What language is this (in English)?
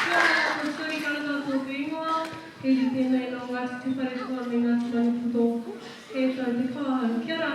Māori